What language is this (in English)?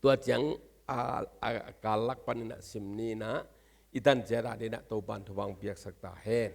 Tedim Chin